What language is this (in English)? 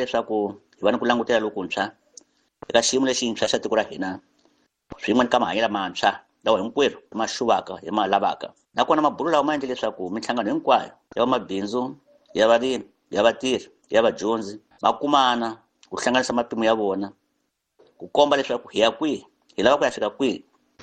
Tsonga